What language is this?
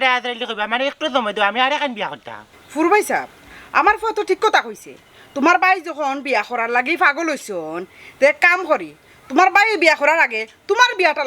Sylheti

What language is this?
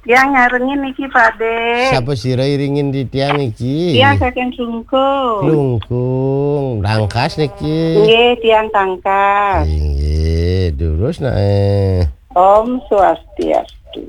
Balinese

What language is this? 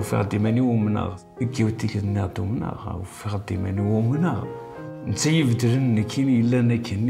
Kabyle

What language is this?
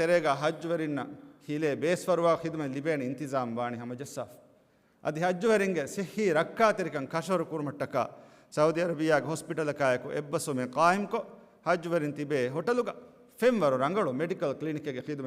Divehi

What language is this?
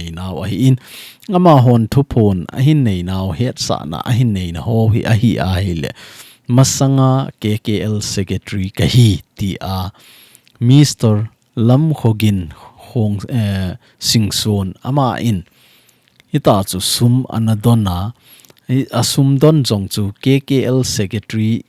Thado Chin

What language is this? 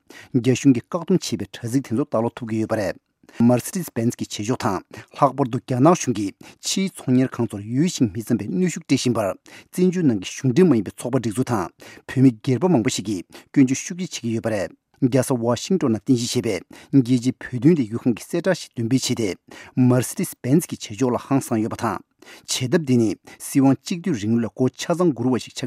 Tibetan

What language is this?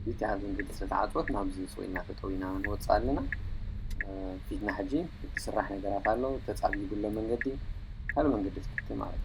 Tigrinya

